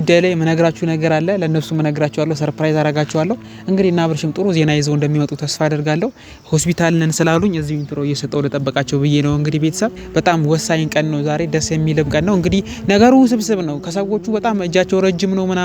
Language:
Amharic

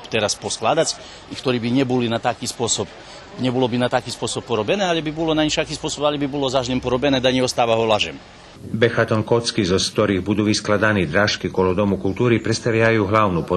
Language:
Rusyn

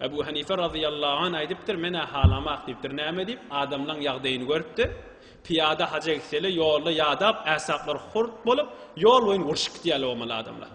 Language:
Turkmen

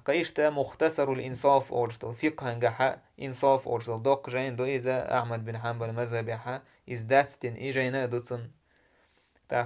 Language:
Chechen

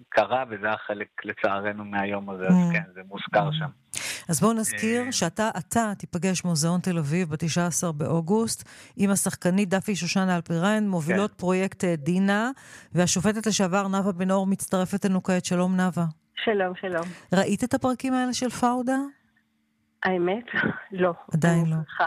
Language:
Hebrew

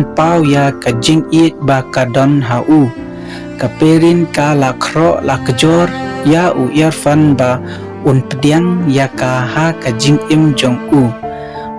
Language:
Khasi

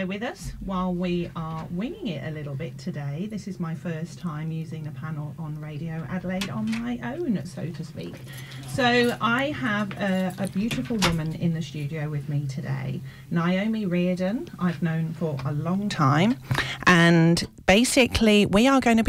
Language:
English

